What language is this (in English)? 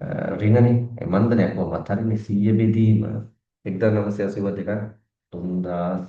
Sinhala